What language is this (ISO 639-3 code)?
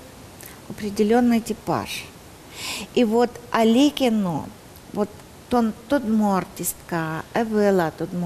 udm